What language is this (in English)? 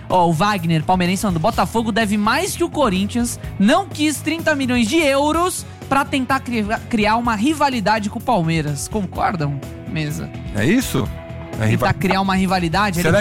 Portuguese